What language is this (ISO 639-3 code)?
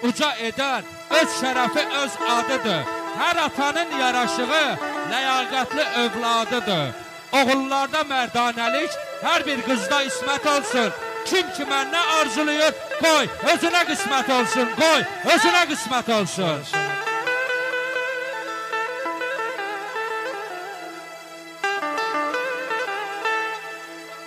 aze